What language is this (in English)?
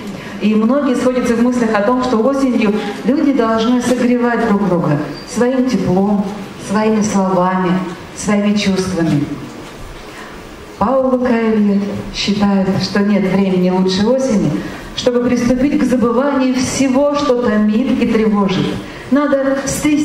Russian